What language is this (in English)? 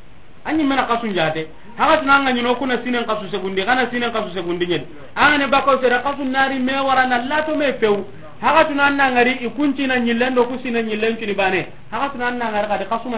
Soninke